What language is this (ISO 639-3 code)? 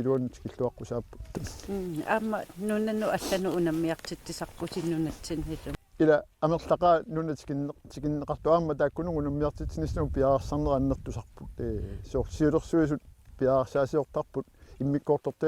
kal